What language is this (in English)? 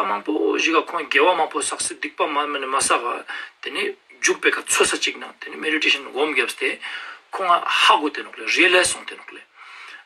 Ladakhi